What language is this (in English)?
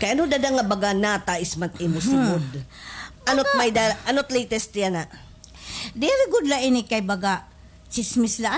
Waray